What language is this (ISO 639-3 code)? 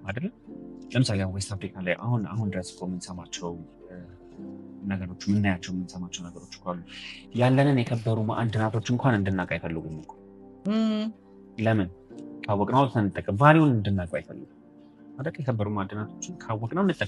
amh